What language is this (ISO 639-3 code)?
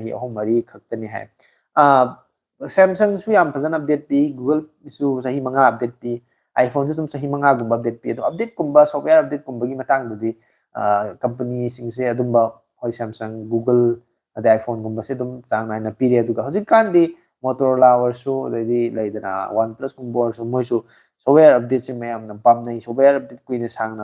mni